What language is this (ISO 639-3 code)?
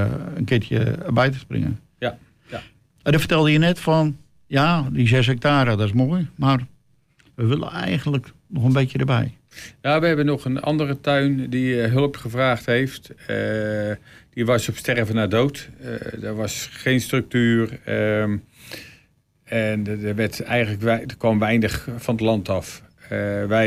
nld